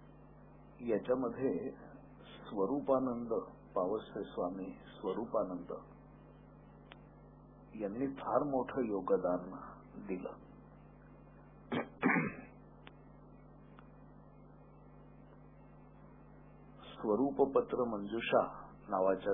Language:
Marathi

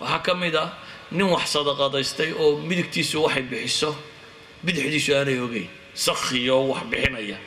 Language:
Somali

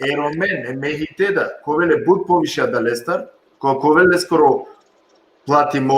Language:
Balkan Romani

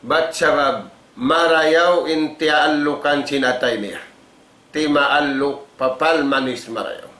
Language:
Tausug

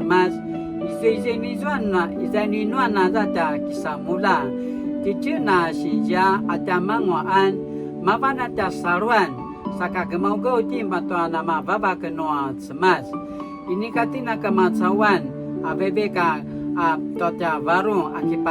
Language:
Paiwan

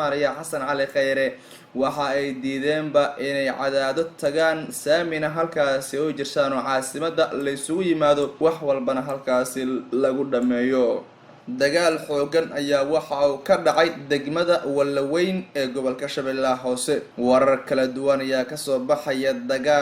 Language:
Somali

